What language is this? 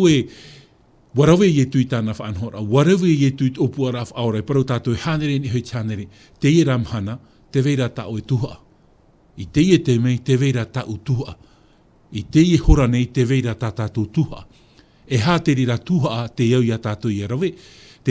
Tahitian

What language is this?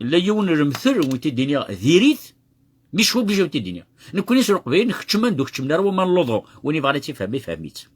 Kabyle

